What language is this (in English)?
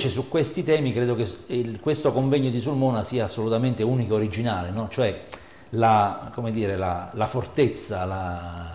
Italian